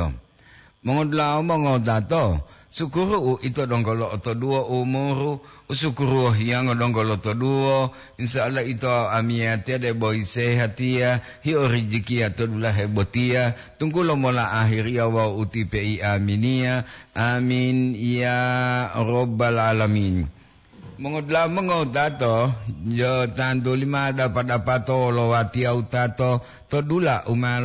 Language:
Gorontalo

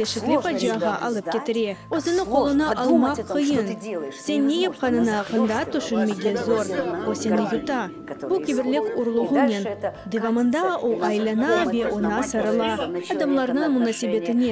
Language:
Crimean Tatar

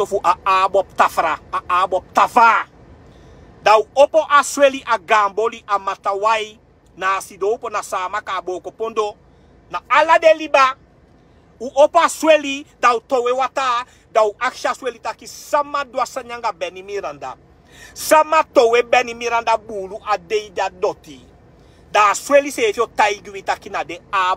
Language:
Sranan Tongo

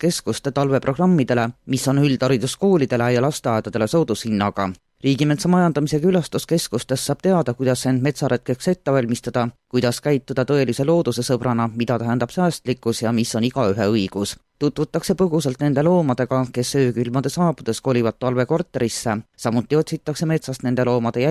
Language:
Estonian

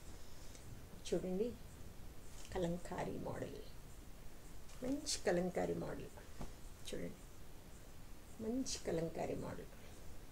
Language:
Telugu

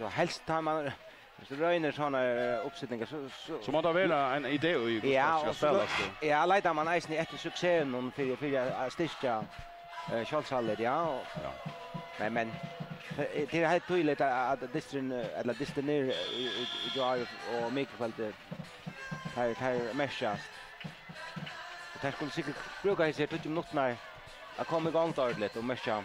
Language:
Faroese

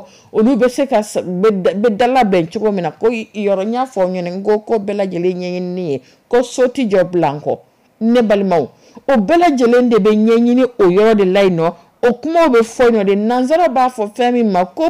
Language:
Dyula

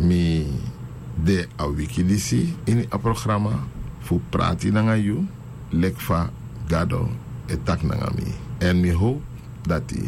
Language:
Sranan Tongo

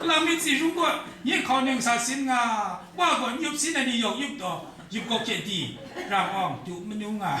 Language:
Kachin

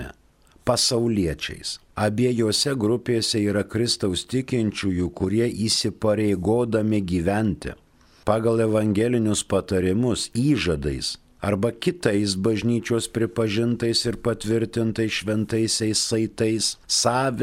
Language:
Lithuanian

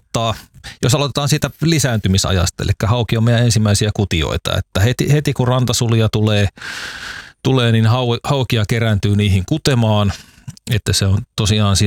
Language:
Finnish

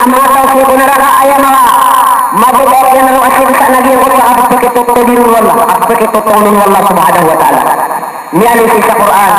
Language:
Maranao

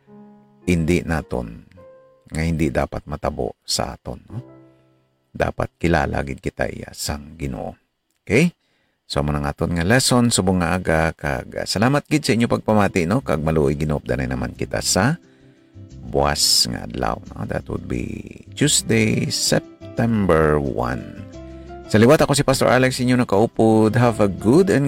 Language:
Hiligaynon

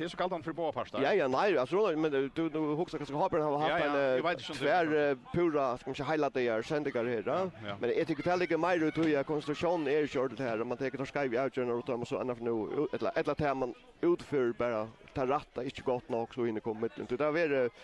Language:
Faroese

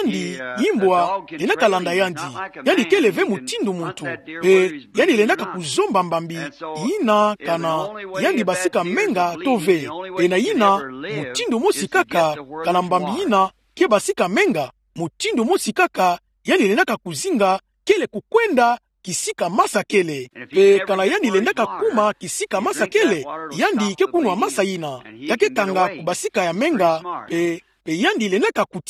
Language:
Kituba (Democratic Republic of Congo)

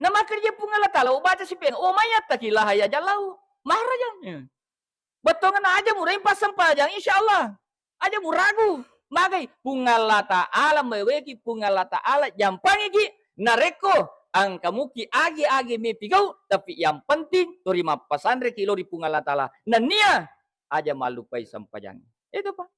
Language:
Buginese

